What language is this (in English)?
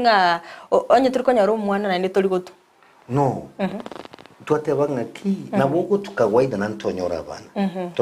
Gusii